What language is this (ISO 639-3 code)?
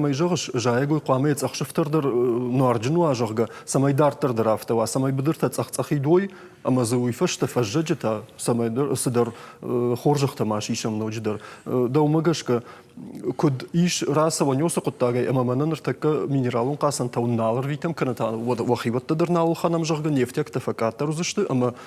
oss